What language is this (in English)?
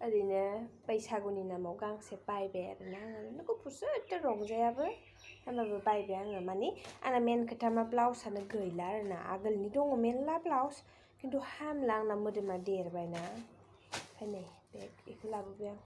Bodo